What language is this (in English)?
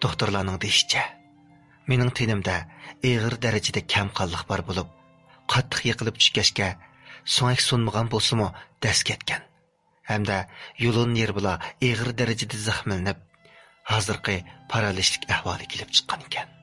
Uyghur